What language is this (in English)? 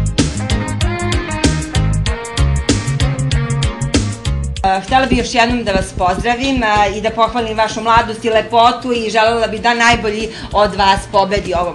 Serbian